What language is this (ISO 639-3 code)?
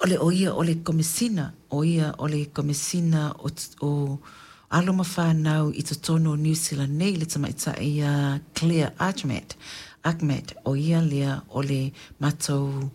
smo